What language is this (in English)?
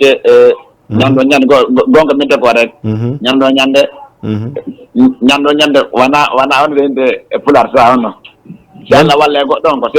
Fula